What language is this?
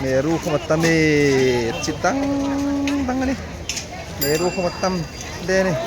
Hmar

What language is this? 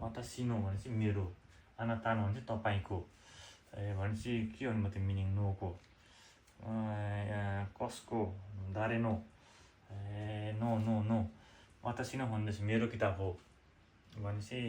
Nepali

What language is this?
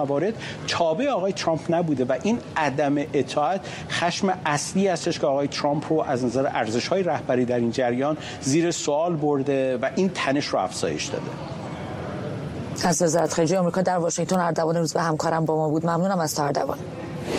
Persian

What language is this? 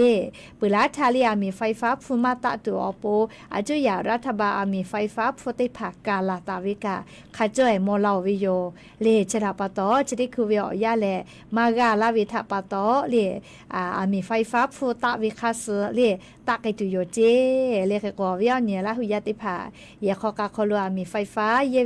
Lahu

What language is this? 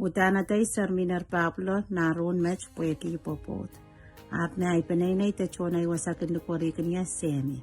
Pohnpeian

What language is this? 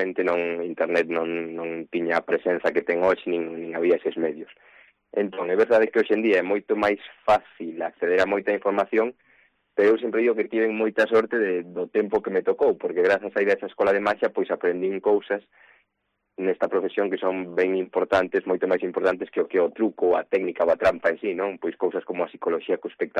Galician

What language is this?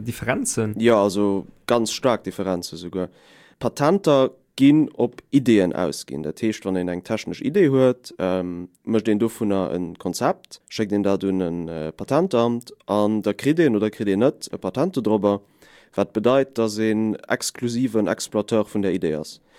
Luxembourgish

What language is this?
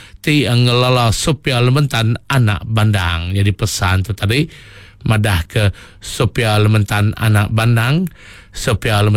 Iban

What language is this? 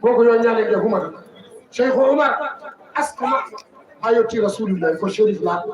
Fula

